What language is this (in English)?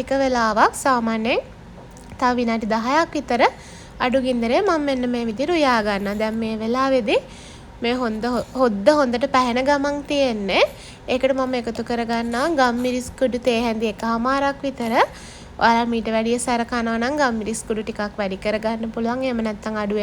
Sinhala